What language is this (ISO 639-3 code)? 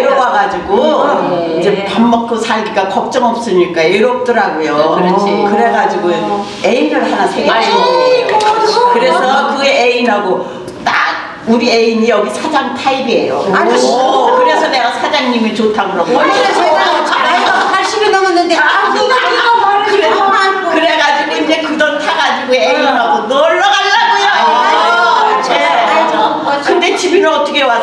kor